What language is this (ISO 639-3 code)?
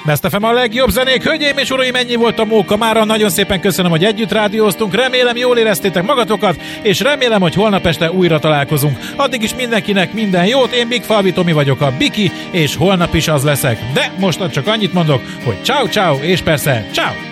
hun